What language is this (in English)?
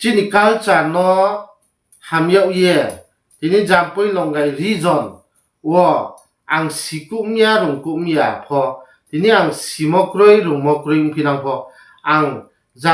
Riang (India)